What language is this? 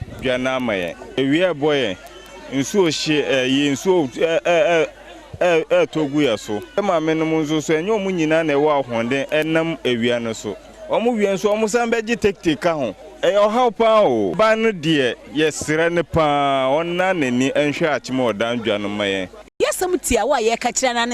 Akan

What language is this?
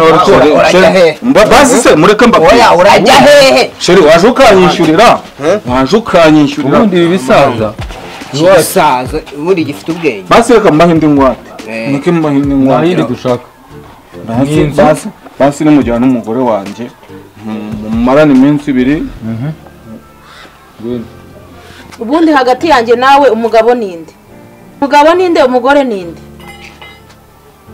Kinyarwanda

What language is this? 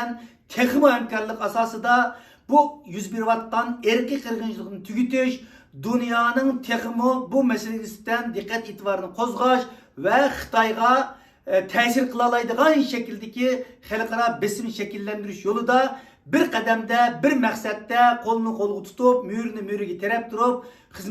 Uyghur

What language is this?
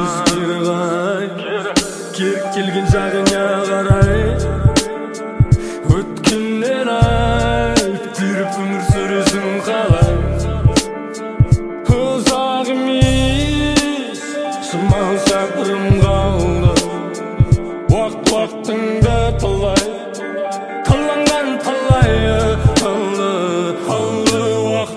Kazakh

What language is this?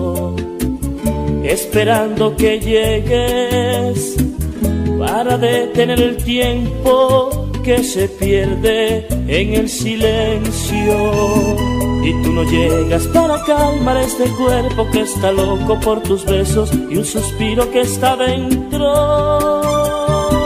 Spanish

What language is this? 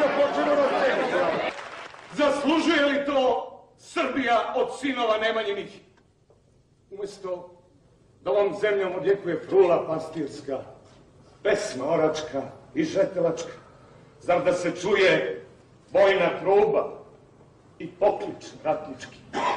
Serbian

